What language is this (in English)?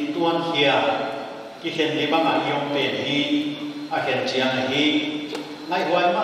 Paite Chin